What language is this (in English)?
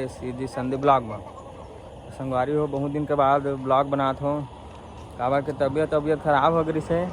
Chhattisgarhi